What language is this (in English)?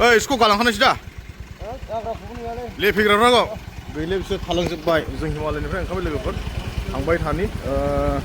Bodo